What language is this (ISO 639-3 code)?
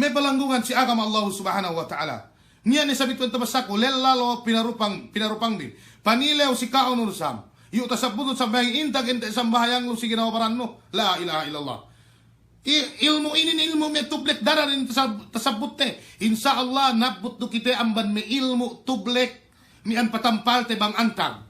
yka